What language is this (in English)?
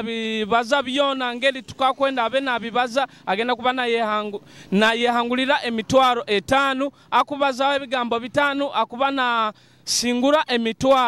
Nyoro